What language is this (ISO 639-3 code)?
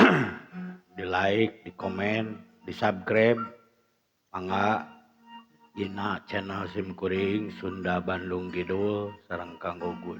sun